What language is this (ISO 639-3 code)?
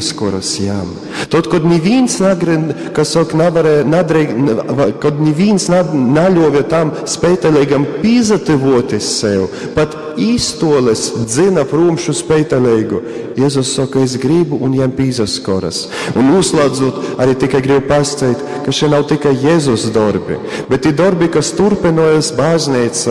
ltg